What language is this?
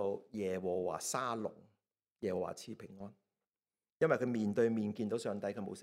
Cantonese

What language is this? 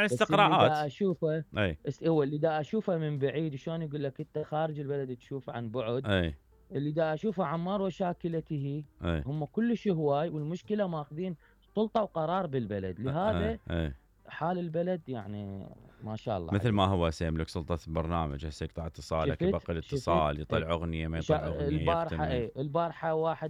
Mesopotamian Arabic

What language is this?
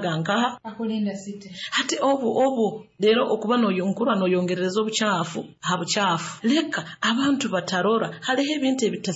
Nyoro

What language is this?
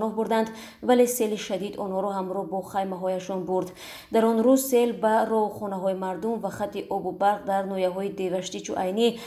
Tajik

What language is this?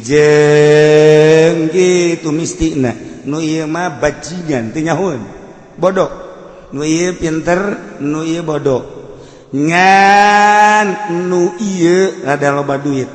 Sundanese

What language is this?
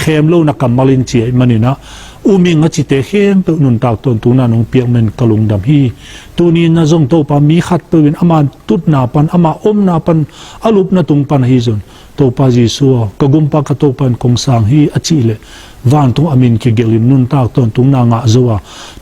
Tedim Chin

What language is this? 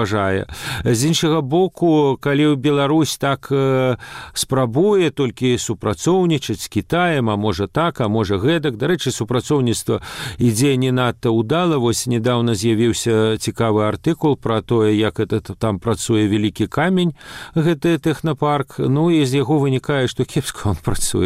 Belarusian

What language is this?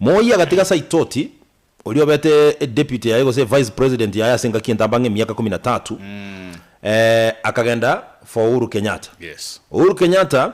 Gusii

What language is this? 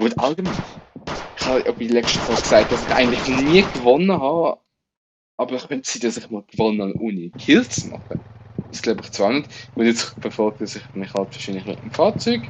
Swiss German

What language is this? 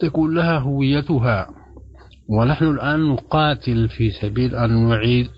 Sudanese Arabic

